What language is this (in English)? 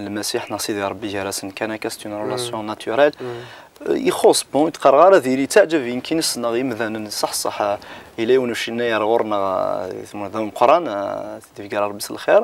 Kabyle